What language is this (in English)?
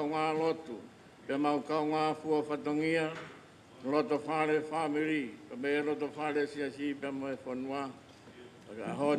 Tongan